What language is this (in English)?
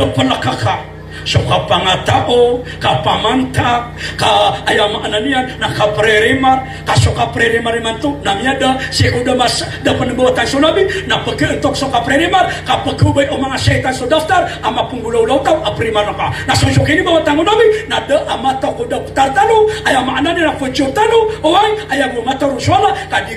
Maranao